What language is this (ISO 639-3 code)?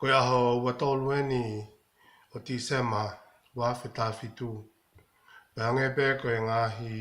ton